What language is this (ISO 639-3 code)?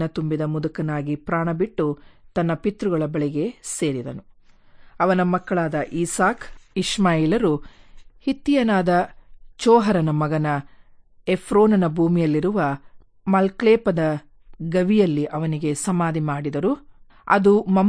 kan